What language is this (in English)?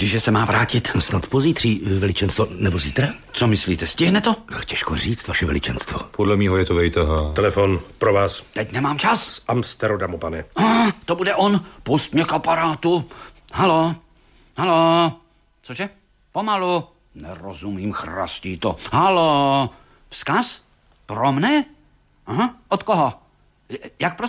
Czech